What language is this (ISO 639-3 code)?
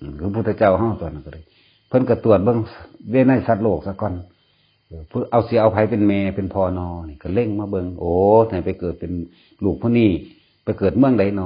tts